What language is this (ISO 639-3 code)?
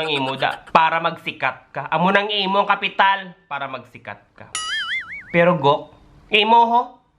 hil